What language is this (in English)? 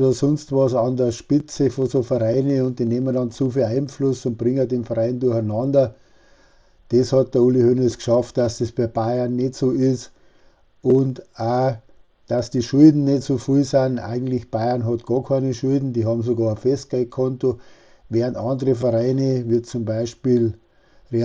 Bavarian